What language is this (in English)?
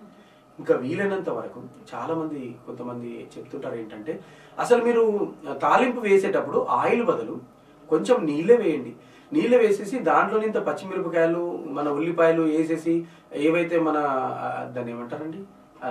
Telugu